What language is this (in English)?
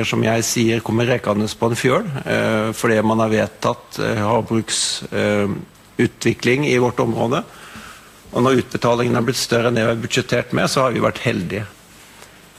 Norwegian